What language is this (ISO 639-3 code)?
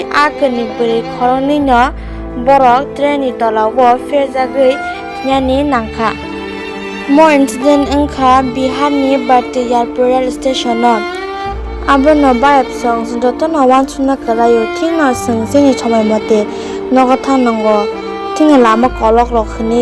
trp